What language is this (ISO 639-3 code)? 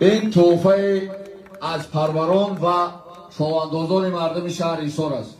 tgk